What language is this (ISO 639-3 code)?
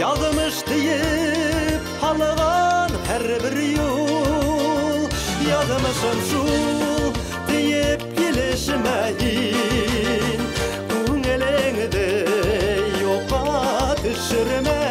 bak